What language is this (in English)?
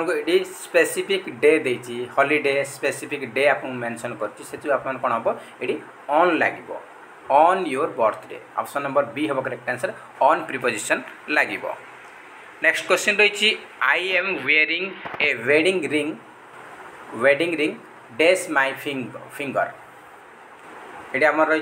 Odia